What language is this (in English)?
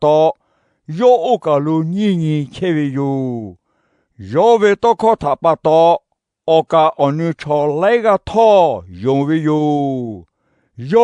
Lahu